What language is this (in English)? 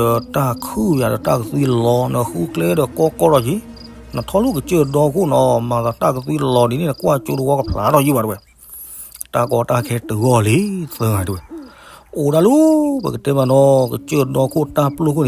S'gaw Karen